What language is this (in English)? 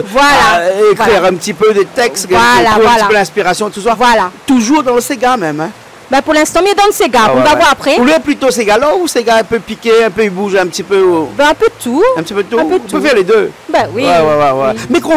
Réunion Creole French